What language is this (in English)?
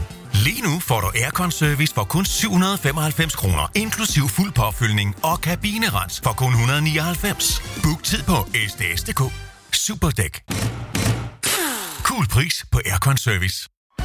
Danish